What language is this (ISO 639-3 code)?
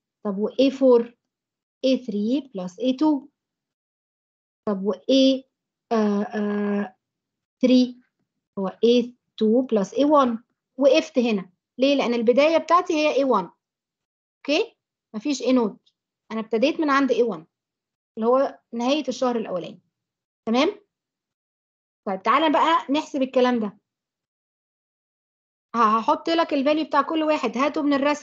arz